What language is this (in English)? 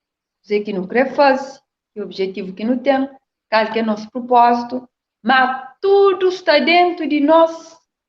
Kabuverdianu